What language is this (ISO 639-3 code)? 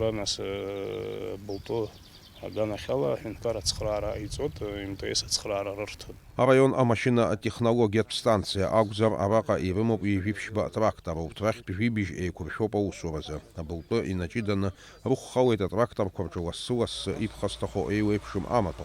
abk